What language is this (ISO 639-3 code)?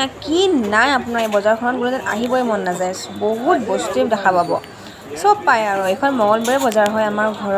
asm